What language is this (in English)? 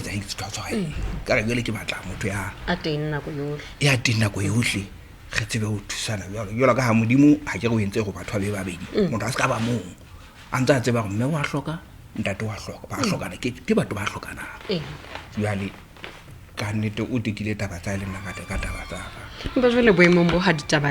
Southern Sotho